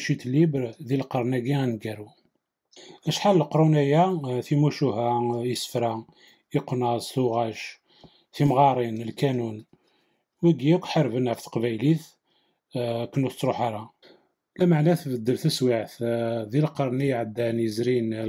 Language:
Kabyle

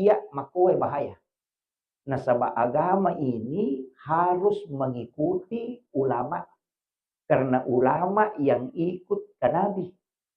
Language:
Buginese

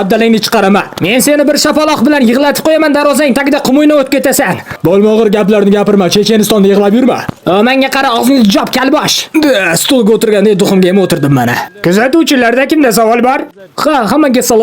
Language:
Uzbek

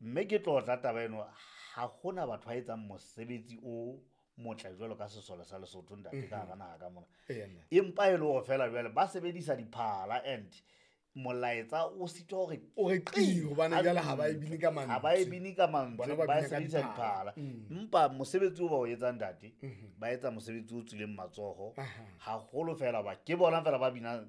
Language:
Southern Sotho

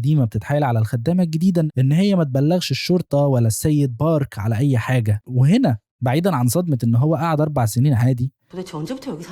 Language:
Egyptian Arabic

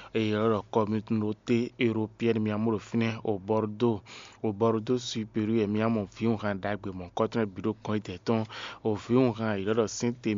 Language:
Fon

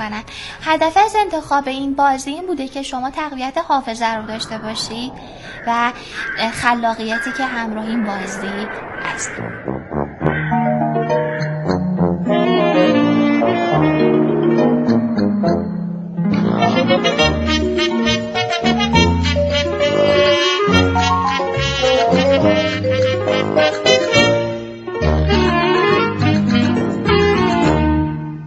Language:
Persian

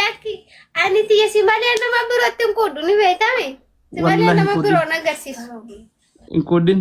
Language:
Oromo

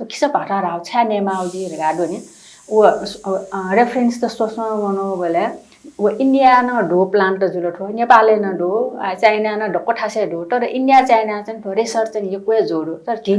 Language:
Newari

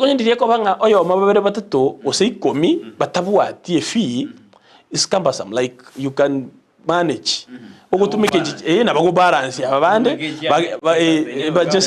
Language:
Gusii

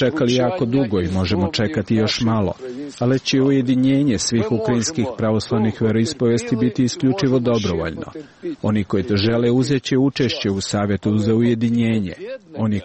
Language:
Serbian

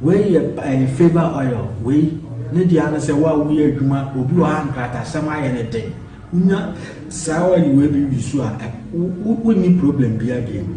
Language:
Akan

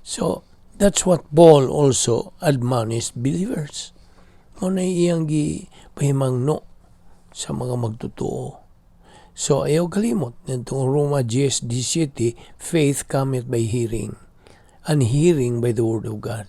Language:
Cebuano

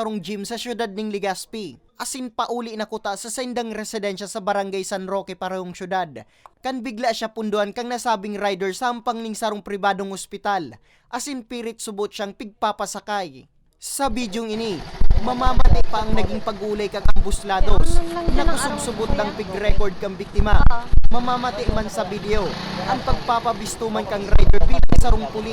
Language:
Bikol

